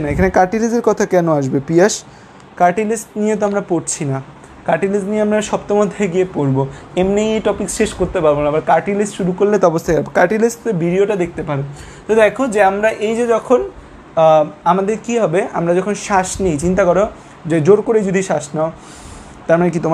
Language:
Bangla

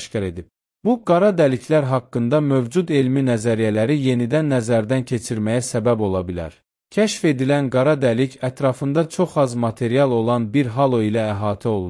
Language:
Azerbaijani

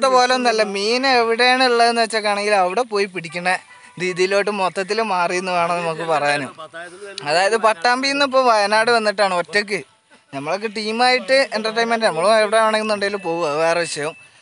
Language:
Malayalam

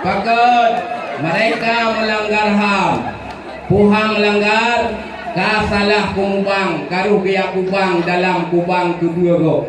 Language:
Achinese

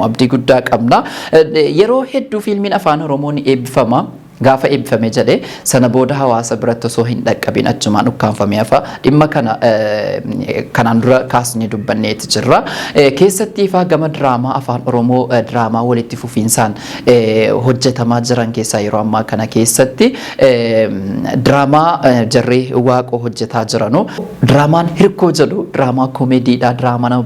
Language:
Oromo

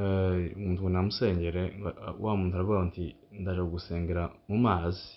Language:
Kinyarwanda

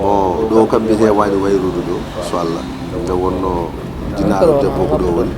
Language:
Fula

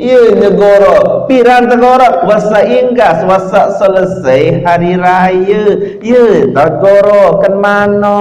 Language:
Sasak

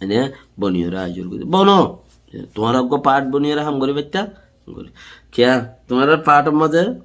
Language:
Rohingya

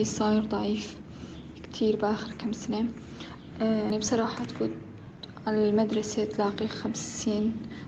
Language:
North Levantine Arabic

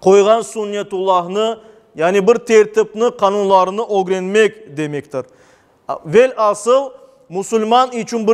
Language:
Crimean Tatar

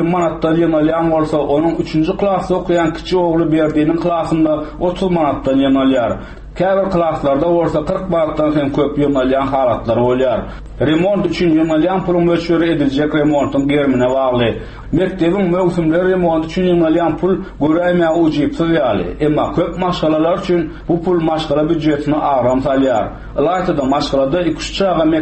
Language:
Turkmen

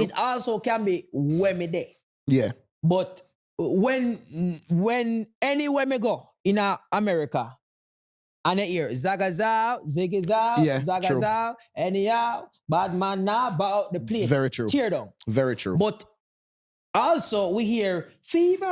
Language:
Jamaican Creole English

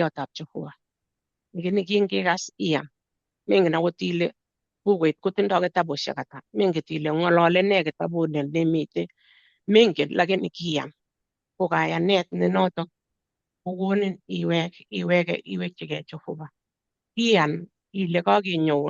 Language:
Kalenjin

